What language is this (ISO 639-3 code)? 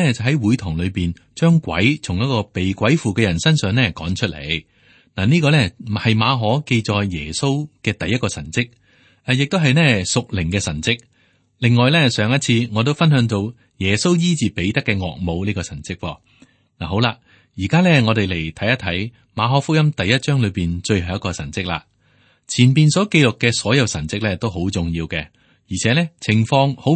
yue